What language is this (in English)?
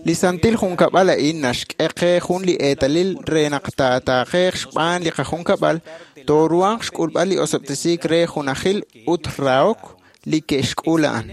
Kekchí